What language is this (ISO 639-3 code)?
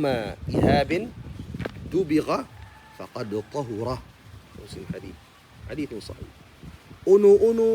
tsg